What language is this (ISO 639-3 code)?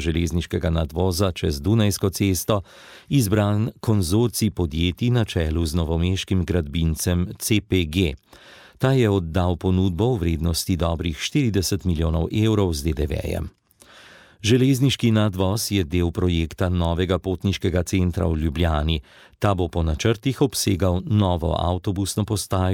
slv